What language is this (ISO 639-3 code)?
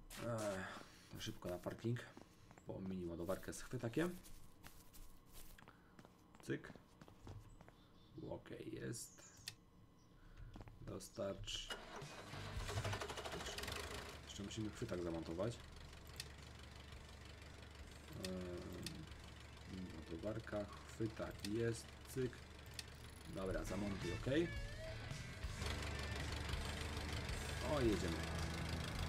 pol